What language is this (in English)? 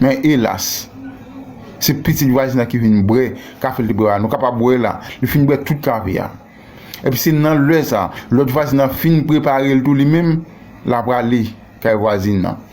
Haitian Creole